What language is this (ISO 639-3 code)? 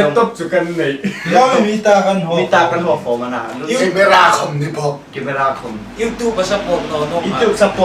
hmr